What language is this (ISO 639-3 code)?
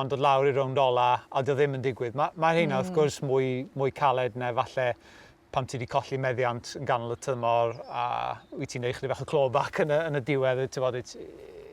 cym